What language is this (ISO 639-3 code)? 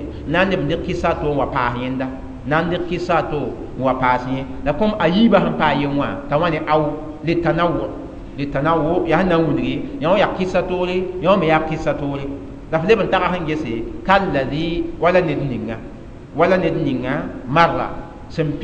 mos